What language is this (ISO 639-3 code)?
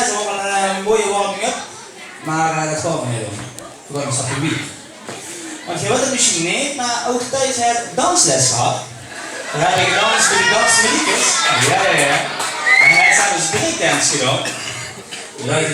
lim